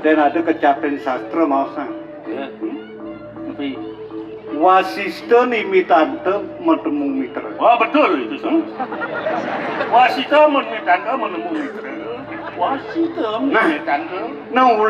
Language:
Balinese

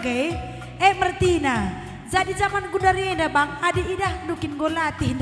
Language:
Batak Karo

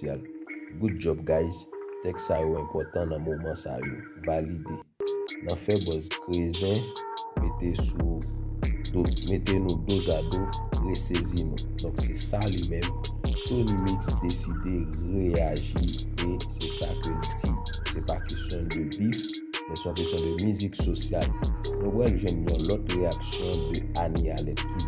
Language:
Haitian Creole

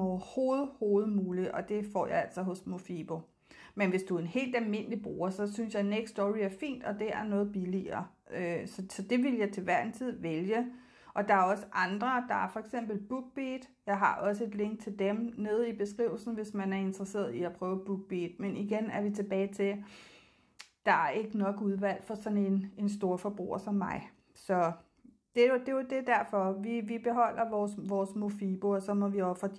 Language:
Danish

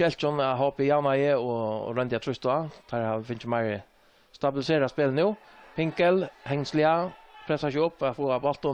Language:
Faroese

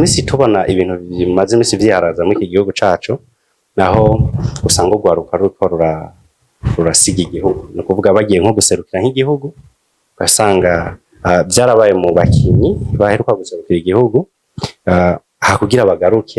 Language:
Rundi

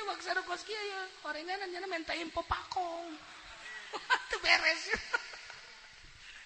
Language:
Sundanese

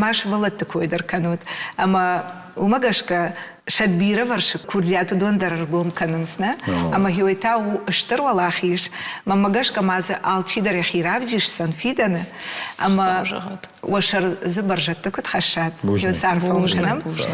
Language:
Ossetic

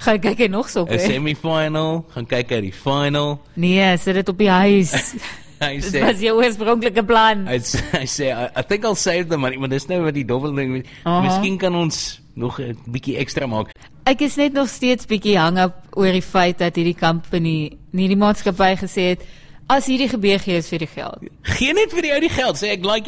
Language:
Afrikaans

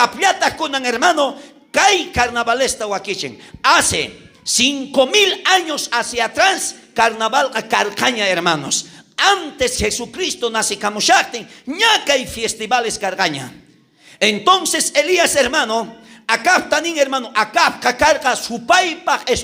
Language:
South Bolivian Quechua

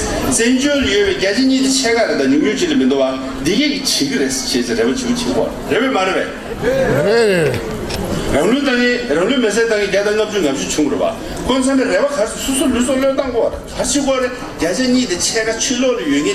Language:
Tibetan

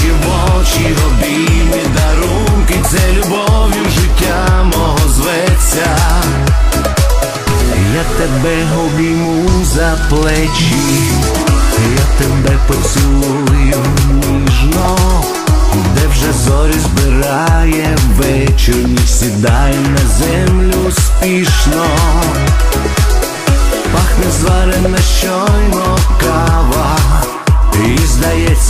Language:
Ukrainian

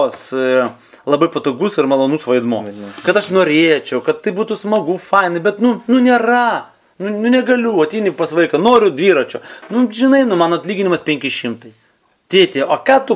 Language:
Lithuanian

